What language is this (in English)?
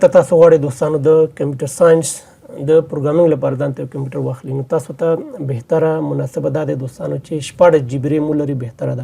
Pashto